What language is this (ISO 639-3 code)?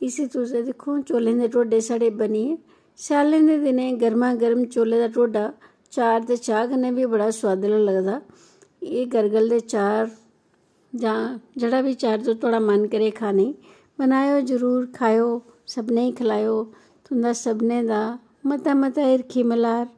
doi